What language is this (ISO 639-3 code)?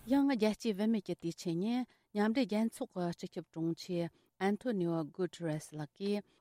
bod